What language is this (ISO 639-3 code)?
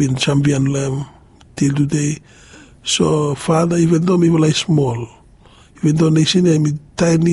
bis